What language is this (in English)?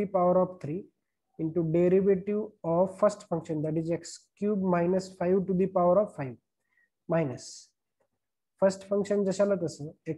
Marathi